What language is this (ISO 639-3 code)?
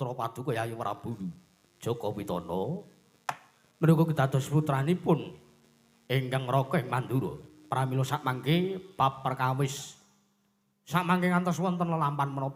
jav